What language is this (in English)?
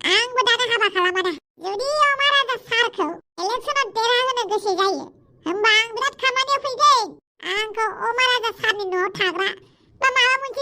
Bodo